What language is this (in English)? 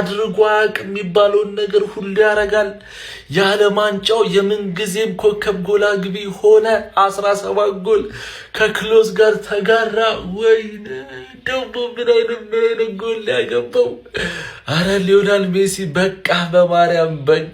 Amharic